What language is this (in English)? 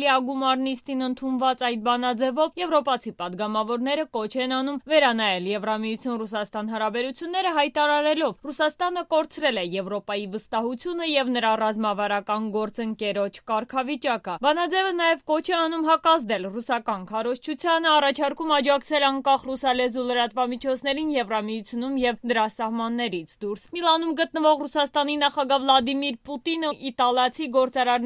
Armenian